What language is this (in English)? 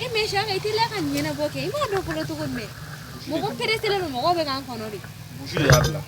Bambara